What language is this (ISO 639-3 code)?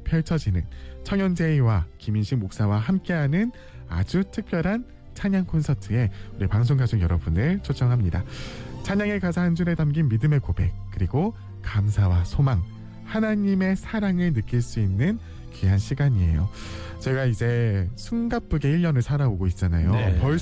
kor